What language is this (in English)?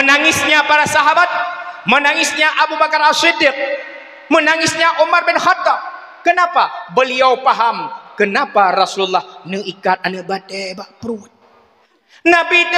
Achinese